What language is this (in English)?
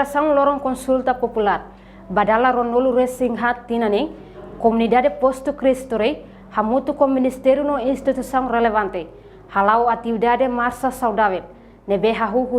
Tetum